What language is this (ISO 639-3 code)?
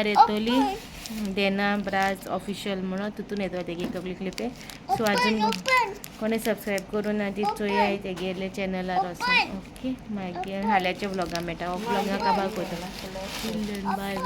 kok